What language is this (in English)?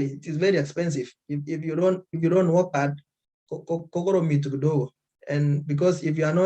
Kalenjin